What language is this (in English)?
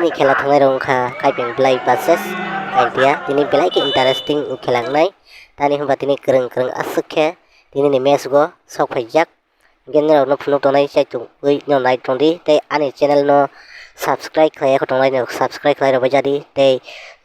Kok Borok